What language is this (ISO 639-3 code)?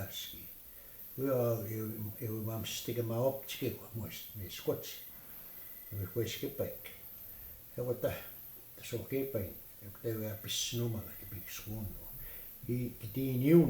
crk